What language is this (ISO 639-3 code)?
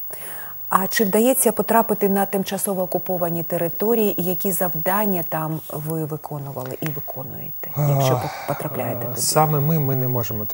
ukr